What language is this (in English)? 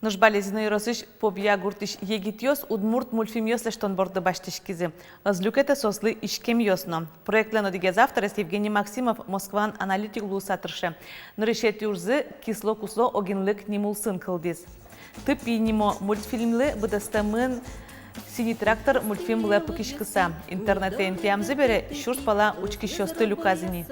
Udmurt